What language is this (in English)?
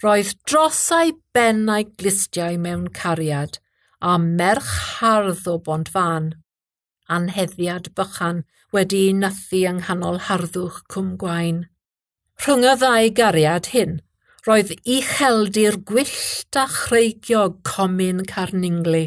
Welsh